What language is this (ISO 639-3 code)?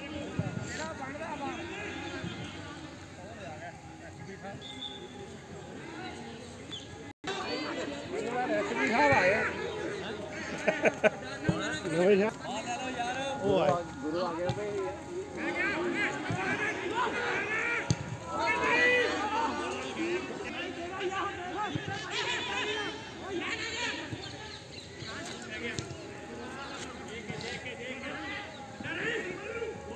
pan